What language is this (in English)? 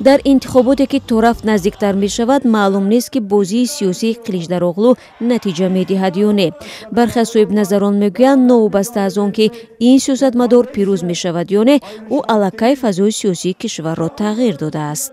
Tajik